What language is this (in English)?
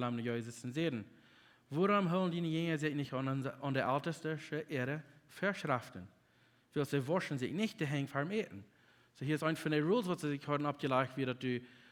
Plautdietsch